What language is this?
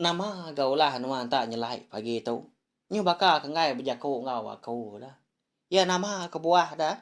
Iban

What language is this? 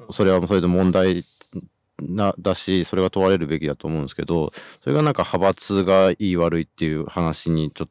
Japanese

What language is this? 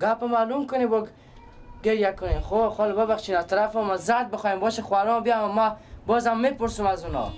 Persian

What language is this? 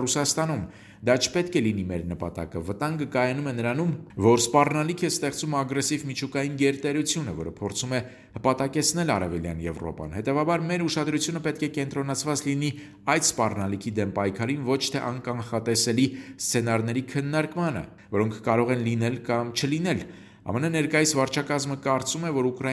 Armenian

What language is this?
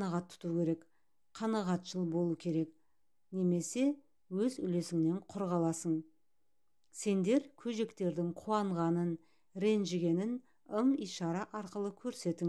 Kazakh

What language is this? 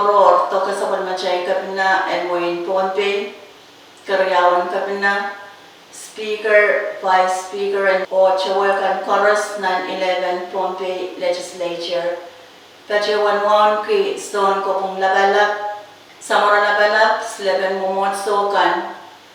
Pohnpeian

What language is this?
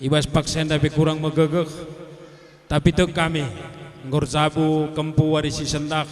Batak Karo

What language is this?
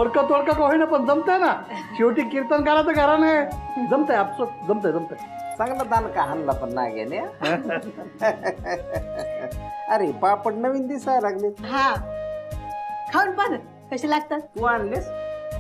Marathi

